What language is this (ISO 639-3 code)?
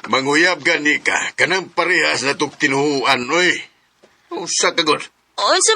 ceb